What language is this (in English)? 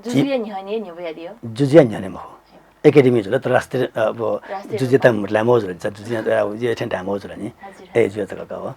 Newari